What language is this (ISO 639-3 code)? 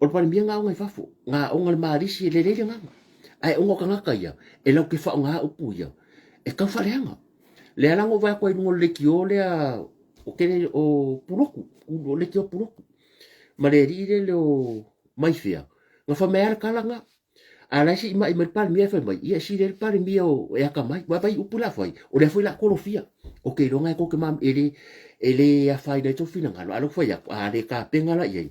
smo